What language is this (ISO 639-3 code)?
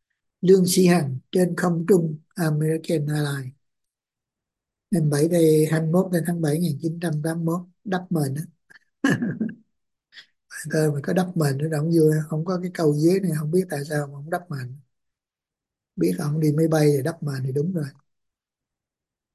vie